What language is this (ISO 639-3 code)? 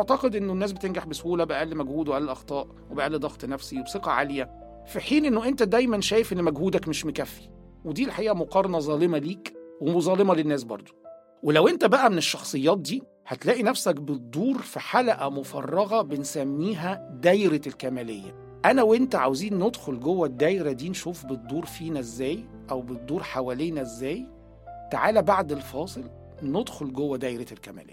arz